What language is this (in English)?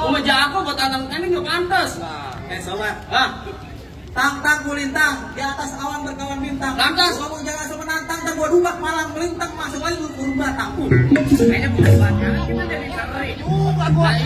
Betawi